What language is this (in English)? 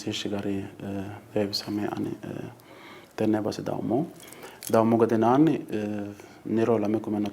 Sidamo